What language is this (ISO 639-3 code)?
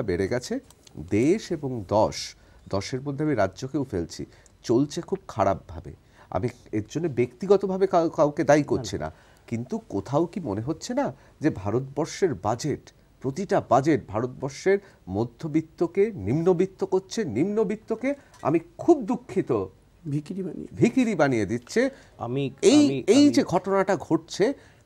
ben